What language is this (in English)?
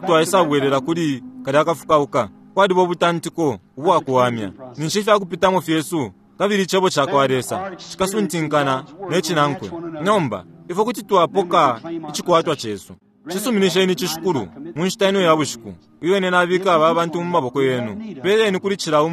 Bemba